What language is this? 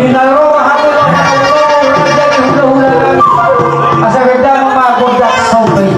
Batak Toba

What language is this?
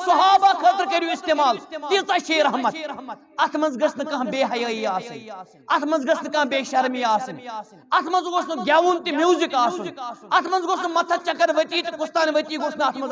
Kashmiri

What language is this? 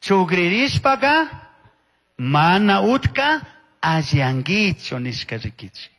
Chimborazo Highland Quichua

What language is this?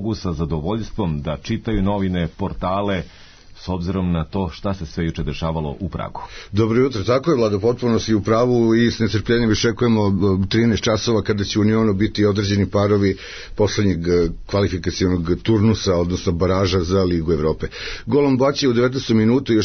Serbian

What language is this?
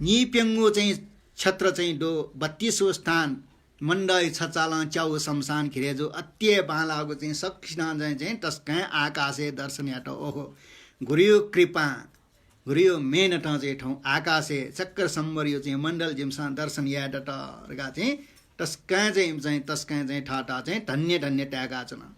Newari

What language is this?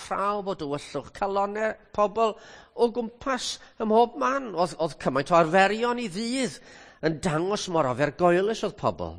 Welsh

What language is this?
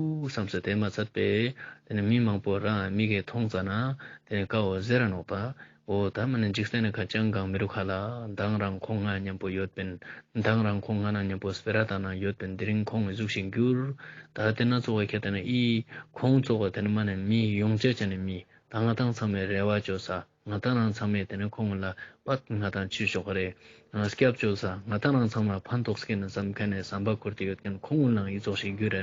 Ladakhi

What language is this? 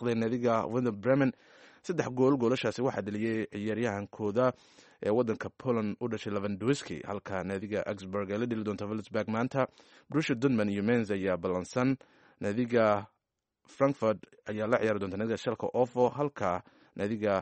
Somali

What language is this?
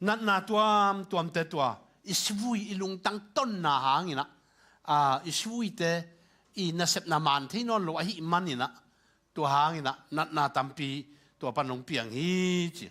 Tedim Chin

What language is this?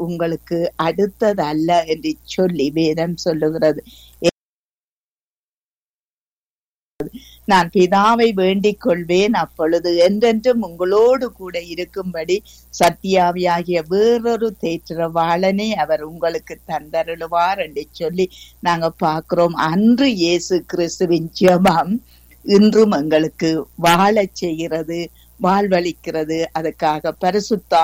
Tamil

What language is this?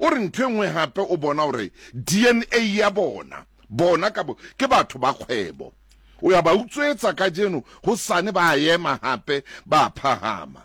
Southern Sotho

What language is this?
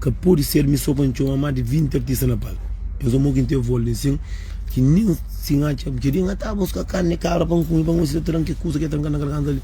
Kabuverdianu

